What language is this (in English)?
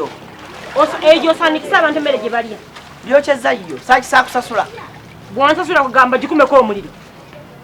Ganda